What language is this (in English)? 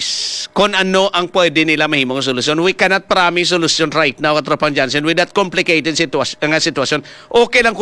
Hiligaynon